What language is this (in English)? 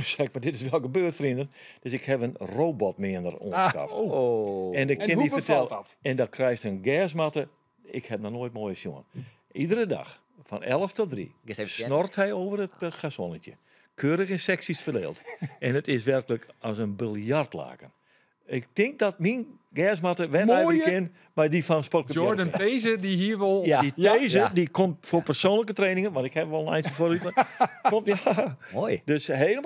Western Frisian